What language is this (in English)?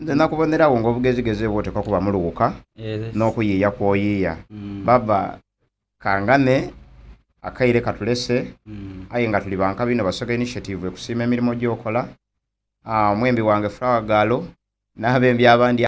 Soga